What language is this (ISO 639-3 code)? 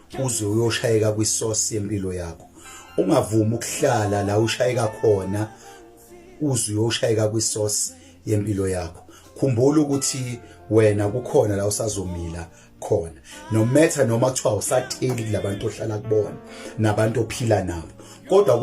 zul